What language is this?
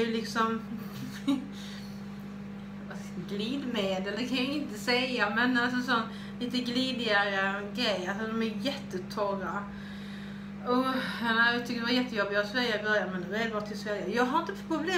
Swedish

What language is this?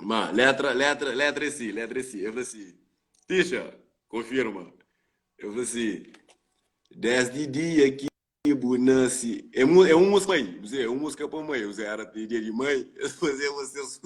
Kabuverdianu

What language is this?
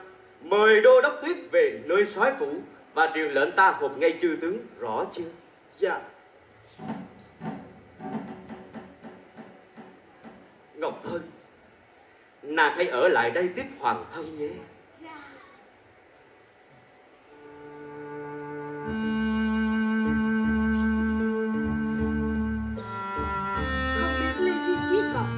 Vietnamese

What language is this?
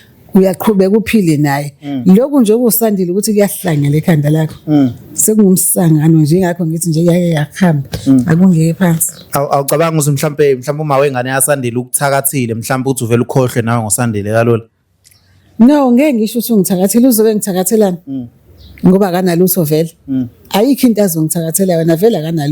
Zulu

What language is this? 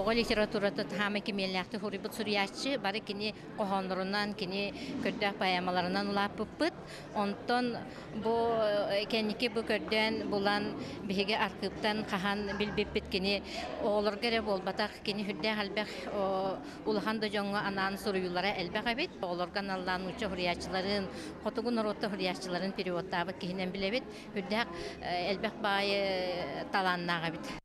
Yakut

